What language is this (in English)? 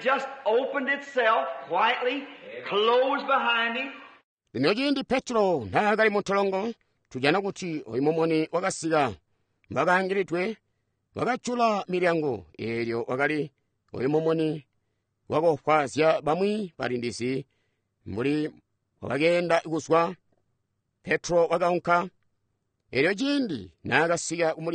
Tonga (Zambia)